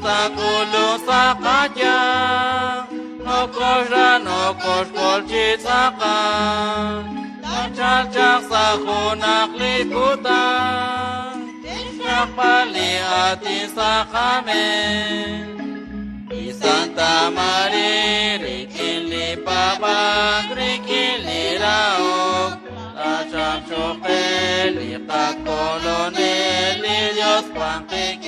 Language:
Kekchí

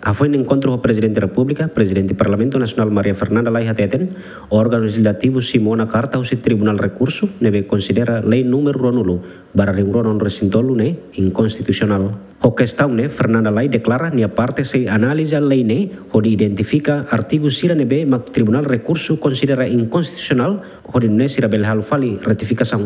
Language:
Tetum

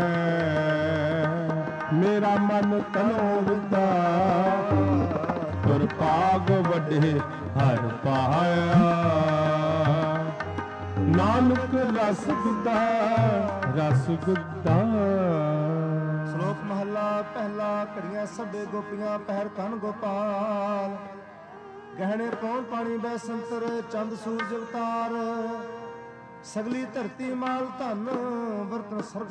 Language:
Punjabi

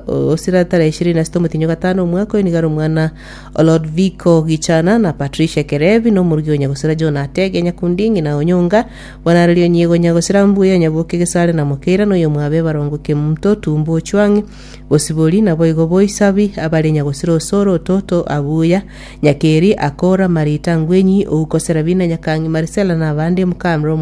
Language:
Gusii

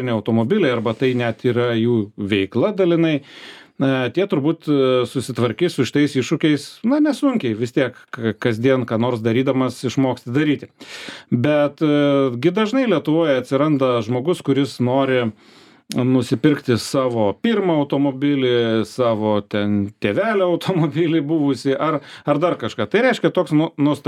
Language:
Lithuanian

